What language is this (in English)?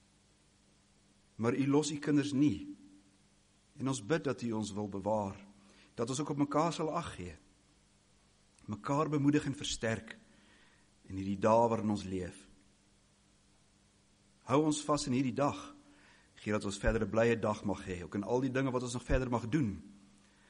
Afrikaans